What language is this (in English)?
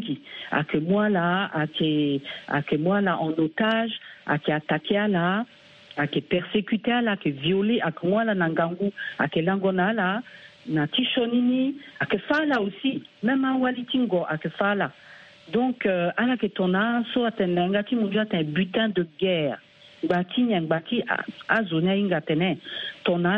Sango